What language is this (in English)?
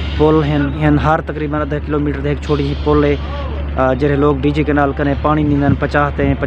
Saraiki